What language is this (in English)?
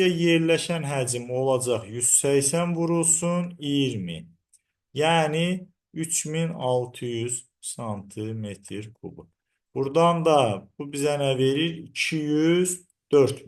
Azerbaijani